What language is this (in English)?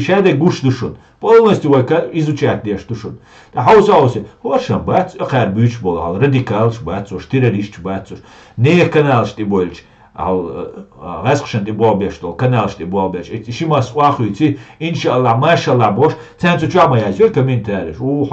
Chechen